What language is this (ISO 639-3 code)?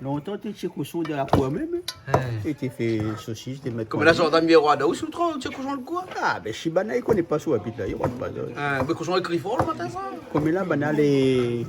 rcf